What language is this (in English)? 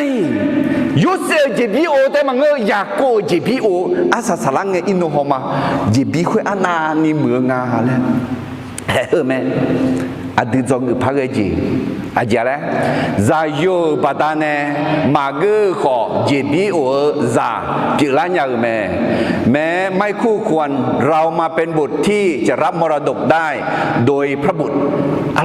Akha